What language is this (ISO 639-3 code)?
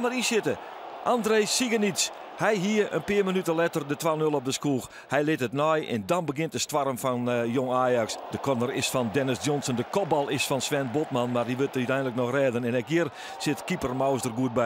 fry